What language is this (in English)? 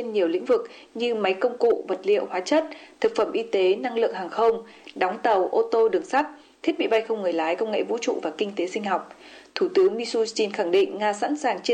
Vietnamese